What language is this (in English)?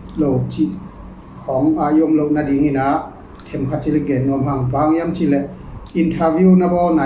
Tedim Chin